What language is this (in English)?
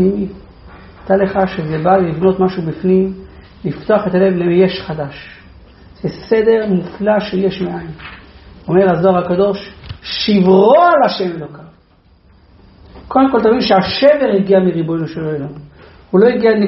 Hebrew